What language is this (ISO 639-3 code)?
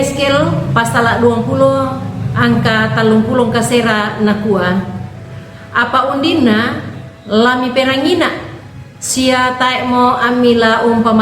sda